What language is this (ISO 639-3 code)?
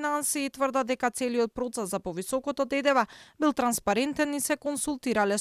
mkd